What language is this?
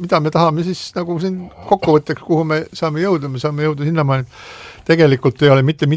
Estonian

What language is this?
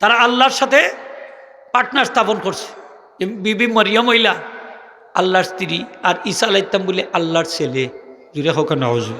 Sylheti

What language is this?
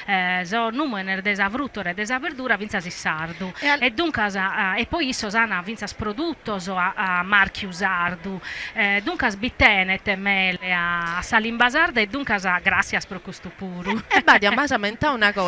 Sardinian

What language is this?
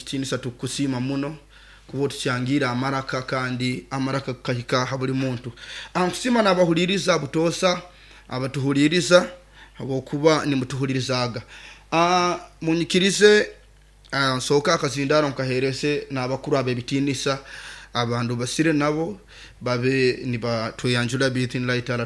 Nyoro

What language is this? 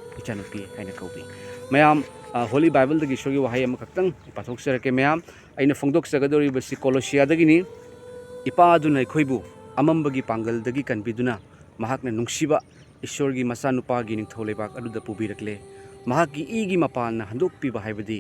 Manipuri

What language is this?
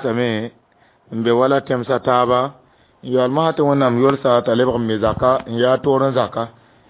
Mossi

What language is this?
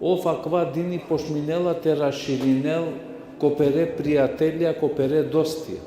Balkan Romani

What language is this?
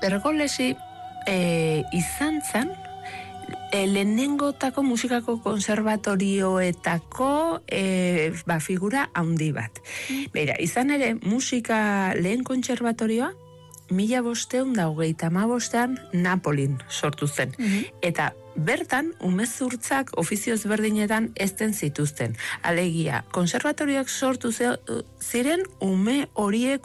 Basque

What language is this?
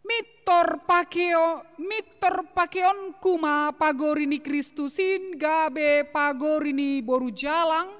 Batak Simalungun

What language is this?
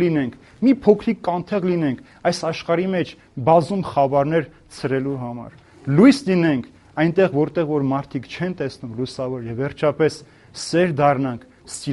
Armenian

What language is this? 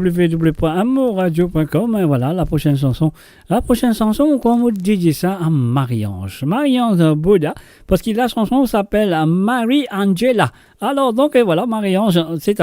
Morisyen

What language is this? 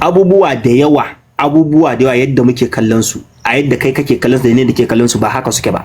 Hausa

